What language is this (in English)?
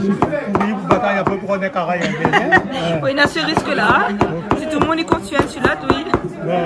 Réunion Creole French